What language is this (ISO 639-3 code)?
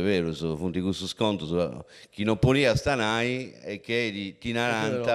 srd